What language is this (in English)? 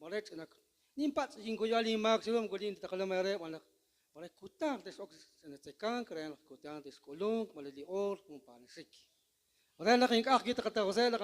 Kekchí